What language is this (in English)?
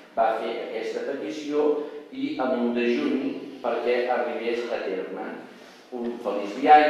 Catalan